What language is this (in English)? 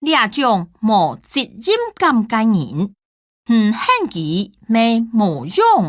Hakka Chinese